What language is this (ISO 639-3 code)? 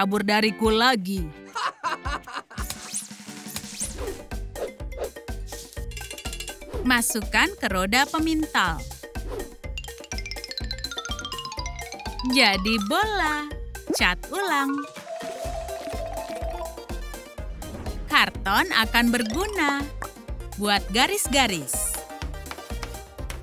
ind